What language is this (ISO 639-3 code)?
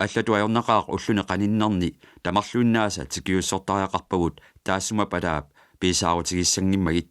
kal